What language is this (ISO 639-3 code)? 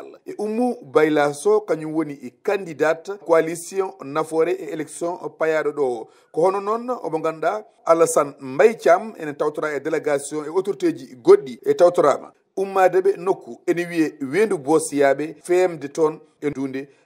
ful